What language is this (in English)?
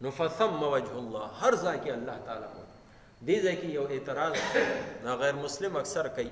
Pashto